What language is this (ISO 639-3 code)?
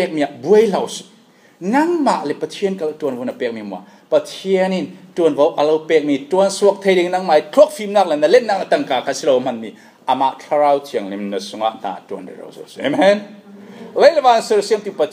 cfm